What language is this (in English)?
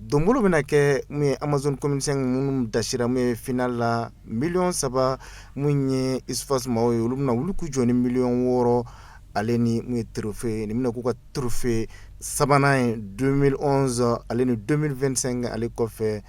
Bambara